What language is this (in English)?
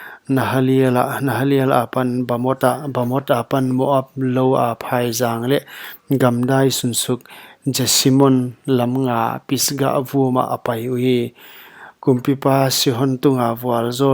Paite Chin